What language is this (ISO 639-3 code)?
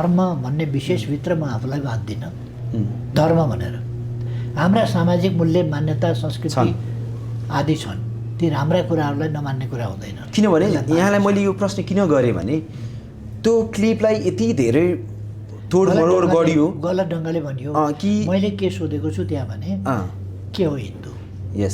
nep